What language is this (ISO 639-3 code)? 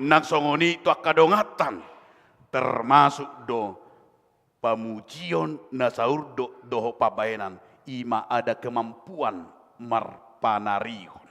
bbc